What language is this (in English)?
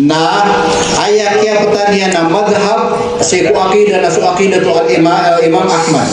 Maranao